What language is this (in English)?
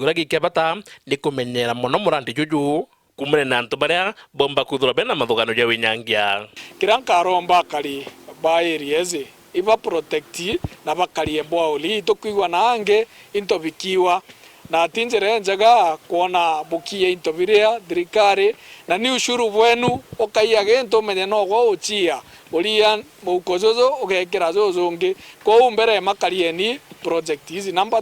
Meru